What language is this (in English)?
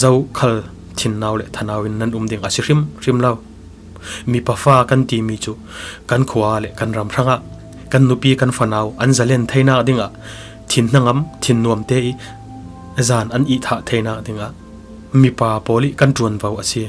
Falam Chin